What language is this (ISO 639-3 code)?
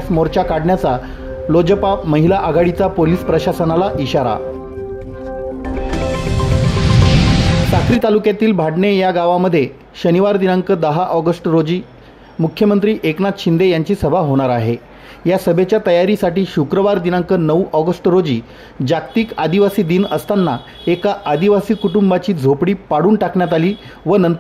mar